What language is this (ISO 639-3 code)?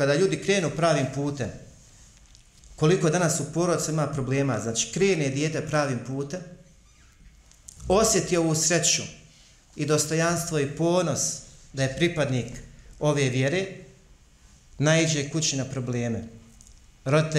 bos